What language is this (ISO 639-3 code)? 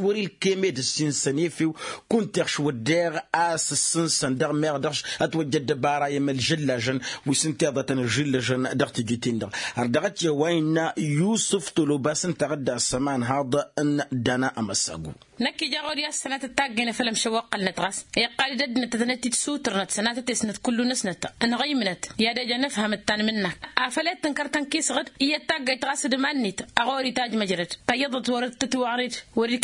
taq